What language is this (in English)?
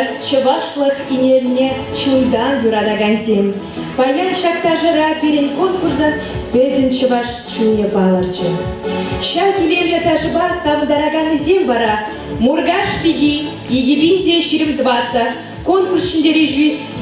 Chuvash